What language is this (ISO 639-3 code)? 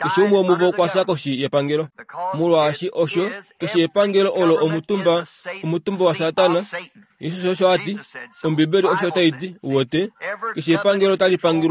kua